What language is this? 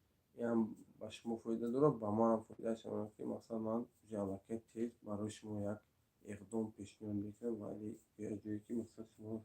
Tajik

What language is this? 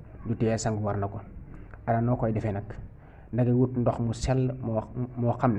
Wolof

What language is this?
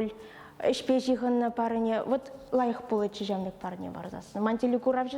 Chuvash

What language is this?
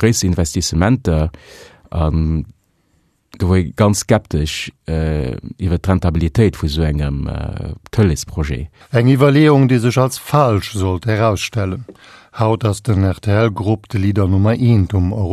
Luxembourgish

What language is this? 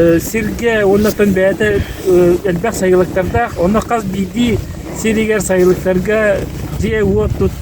Yakut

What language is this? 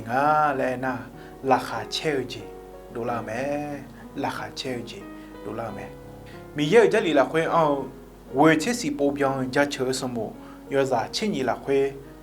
Akha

